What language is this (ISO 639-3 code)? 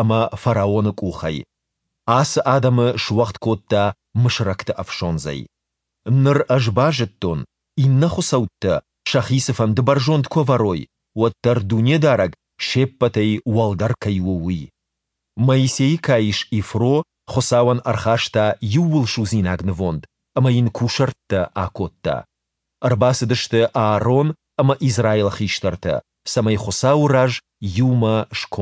oss